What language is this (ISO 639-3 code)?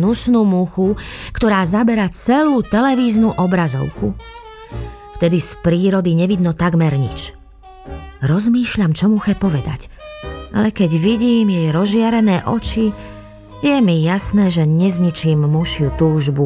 slk